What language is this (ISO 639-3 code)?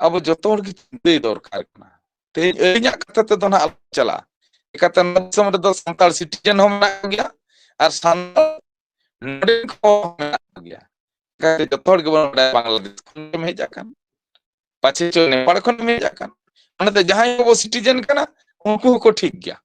sat